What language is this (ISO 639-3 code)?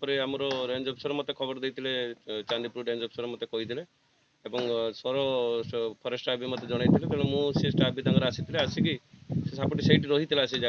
ori